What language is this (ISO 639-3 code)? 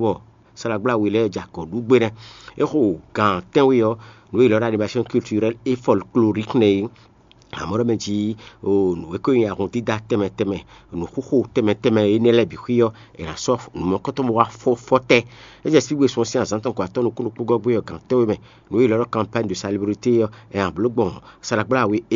fon